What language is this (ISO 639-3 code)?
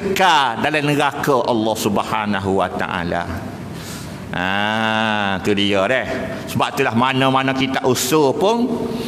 msa